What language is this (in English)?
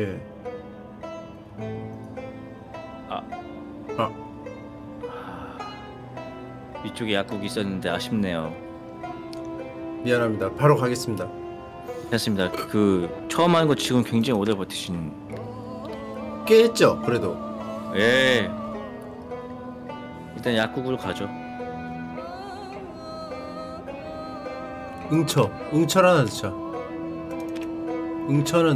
Korean